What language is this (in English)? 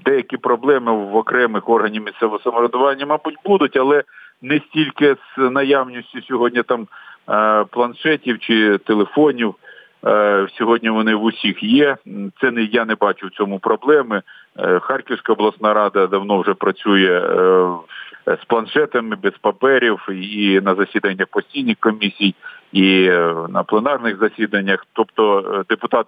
Ukrainian